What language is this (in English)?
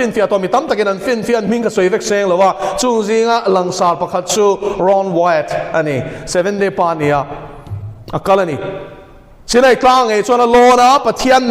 Mizo